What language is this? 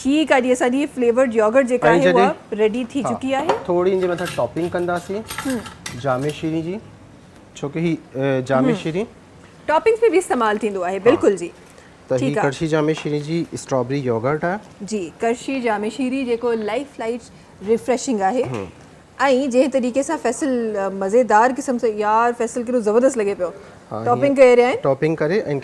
Sindhi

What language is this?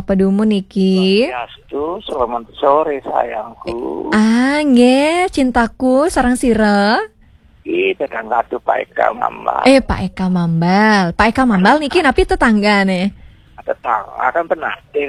Balinese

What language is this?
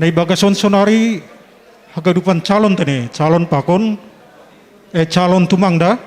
Batak Simalungun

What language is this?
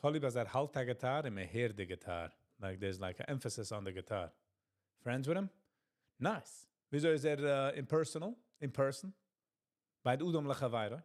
Yiddish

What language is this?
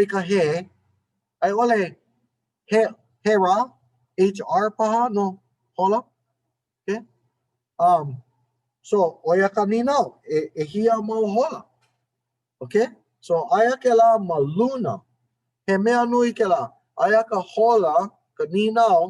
Hawaiian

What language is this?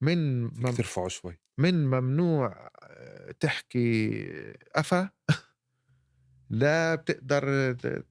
North Levantine Arabic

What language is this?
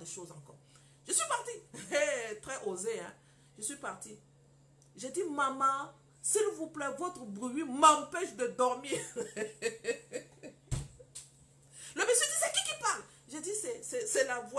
French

